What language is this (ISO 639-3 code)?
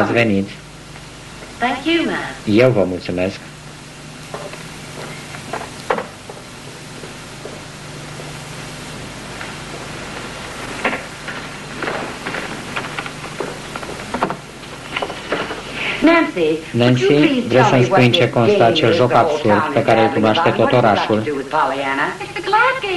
ron